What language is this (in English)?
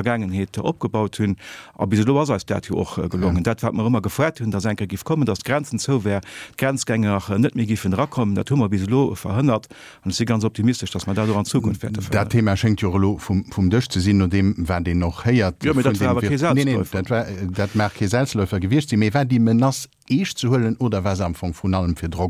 Luxembourgish